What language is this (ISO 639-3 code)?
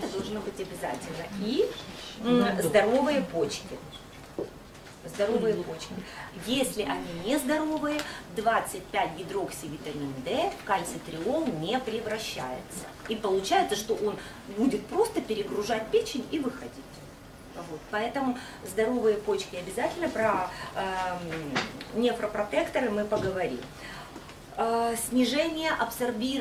rus